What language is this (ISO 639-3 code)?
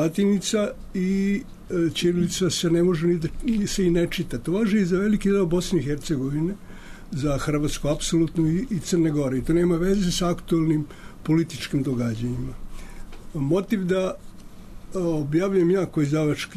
srp